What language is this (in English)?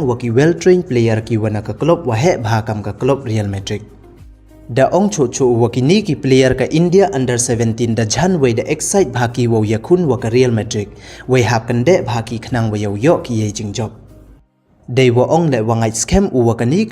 Pnar